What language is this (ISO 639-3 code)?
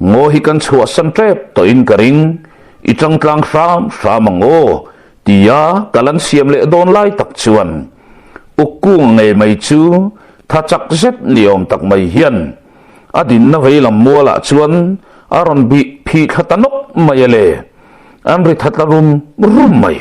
lus